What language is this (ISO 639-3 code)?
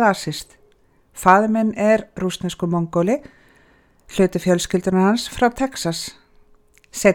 isl